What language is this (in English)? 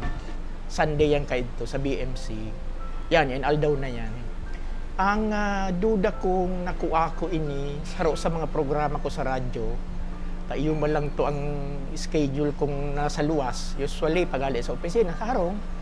Bikol